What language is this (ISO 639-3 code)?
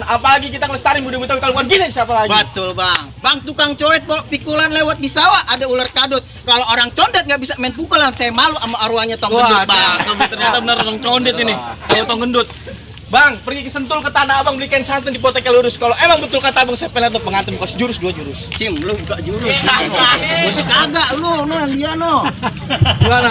bew